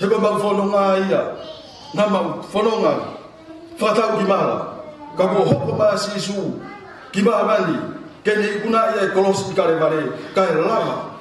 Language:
Tongan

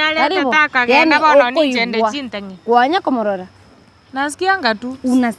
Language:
Gusii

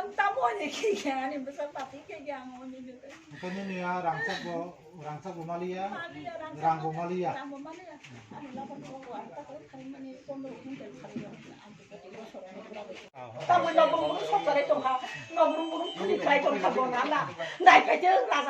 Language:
Kok Borok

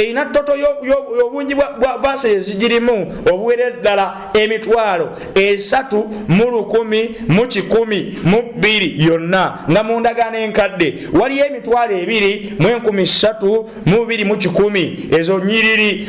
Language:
Ganda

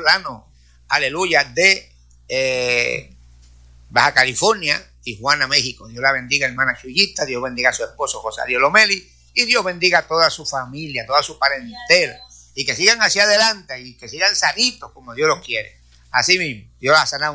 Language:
Spanish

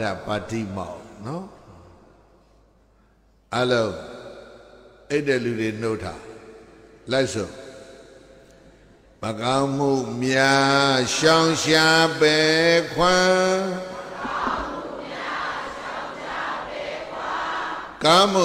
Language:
Burmese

